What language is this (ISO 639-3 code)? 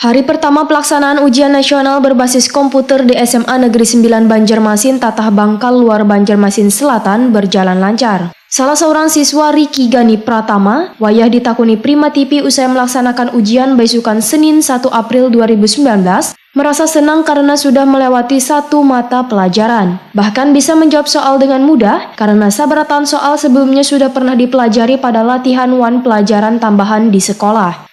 bjn